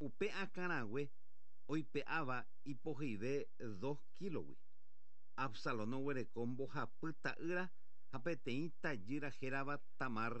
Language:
Guarani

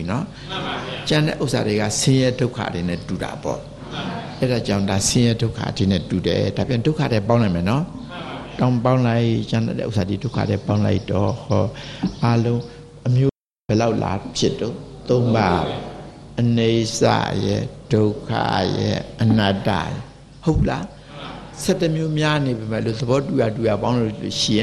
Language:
Burmese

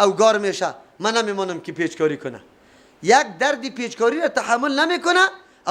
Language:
Persian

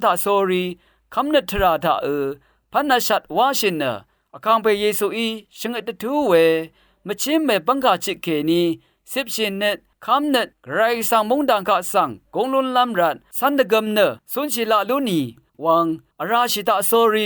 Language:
Rawang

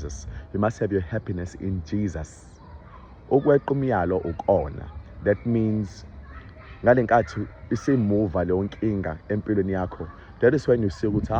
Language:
Zulu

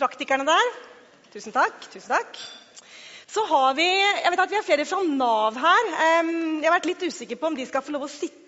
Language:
Norwegian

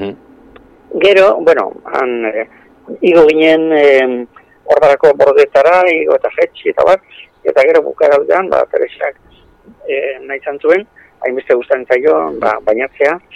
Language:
Basque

